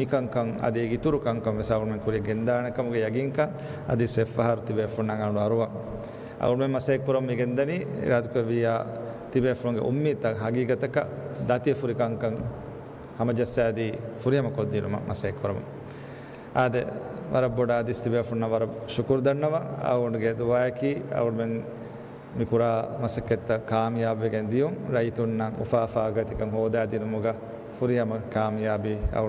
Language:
Divehi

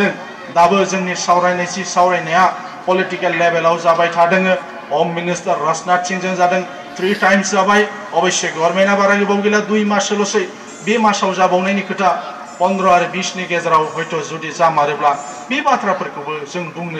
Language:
Bodo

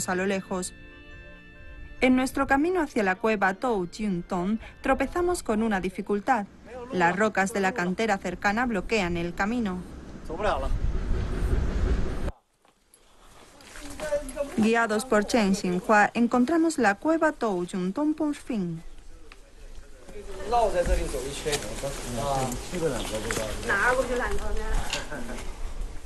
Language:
Spanish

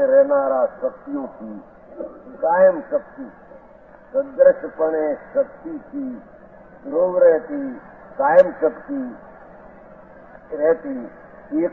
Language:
Gujarati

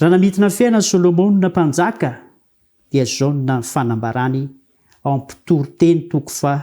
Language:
Malagasy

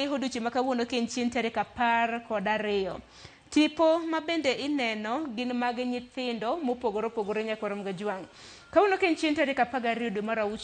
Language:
Luo (Kenya and Tanzania)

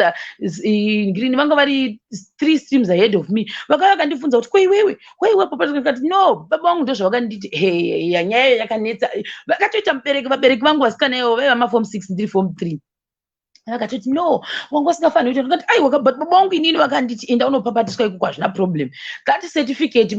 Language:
Shona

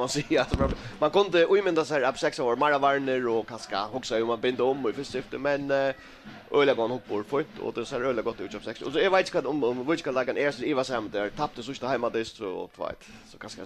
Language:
Faroese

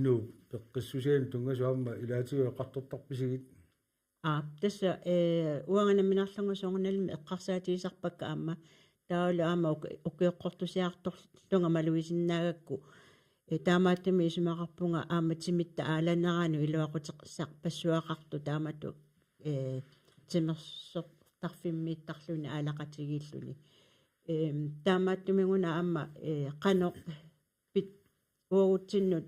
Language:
Kalaallisut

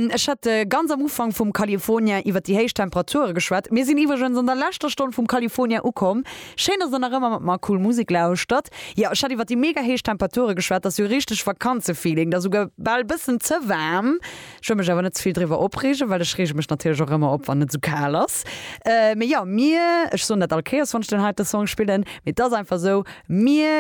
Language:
Luxembourgish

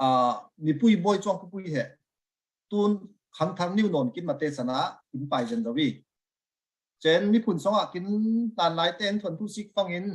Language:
Falam Chin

